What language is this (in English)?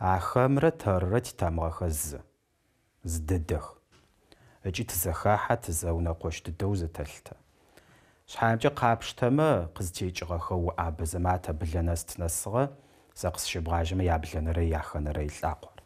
Adyghe